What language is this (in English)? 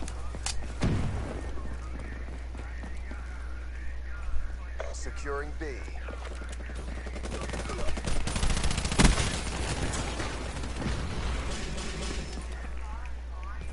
English